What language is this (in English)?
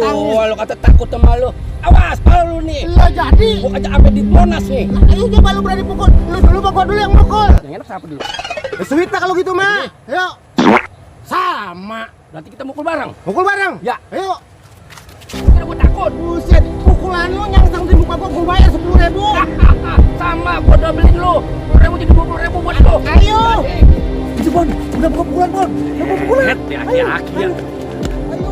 Betawi